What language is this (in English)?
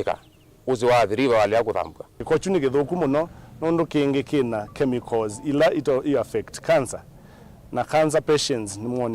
Kamba